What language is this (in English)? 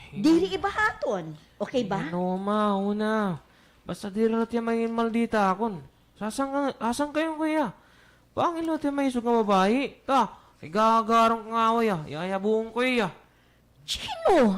Waray